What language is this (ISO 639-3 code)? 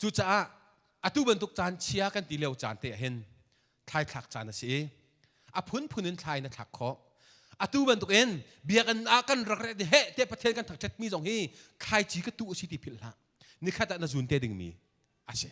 cnh